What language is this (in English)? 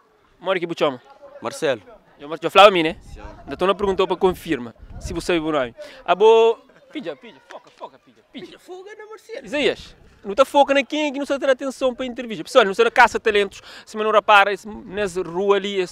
Kabuverdianu